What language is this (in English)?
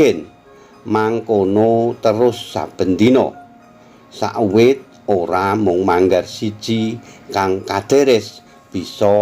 Javanese